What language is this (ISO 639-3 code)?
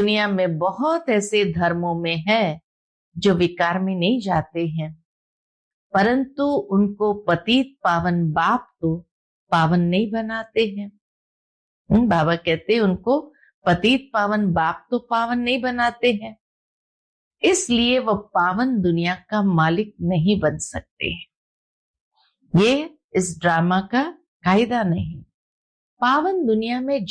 hin